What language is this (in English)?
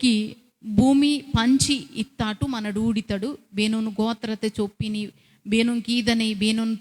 Koya